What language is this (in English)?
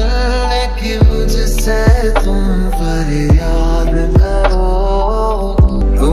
Hindi